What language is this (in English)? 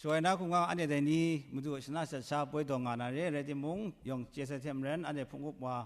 Kachin